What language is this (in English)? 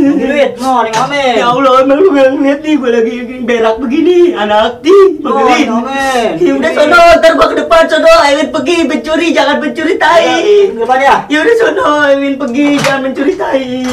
Betawi